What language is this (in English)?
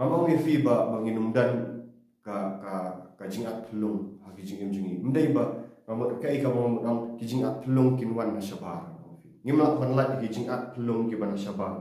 Khasi